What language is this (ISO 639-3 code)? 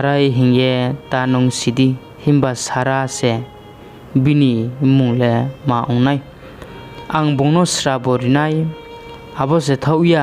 ria